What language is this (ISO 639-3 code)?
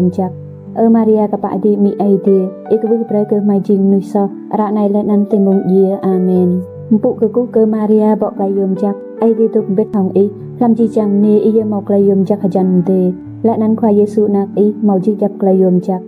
rad